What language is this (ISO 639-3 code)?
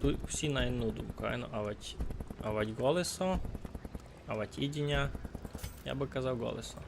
rue